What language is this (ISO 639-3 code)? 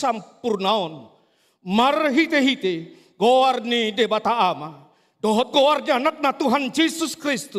bbc